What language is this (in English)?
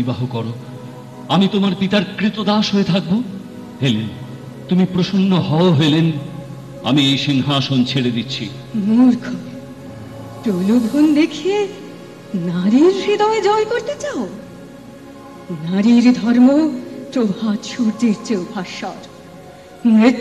Bangla